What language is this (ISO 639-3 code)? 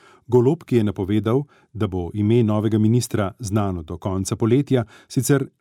slv